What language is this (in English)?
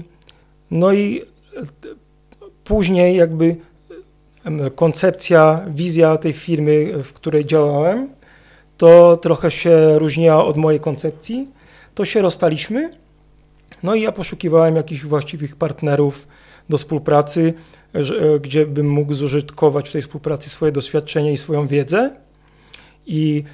Polish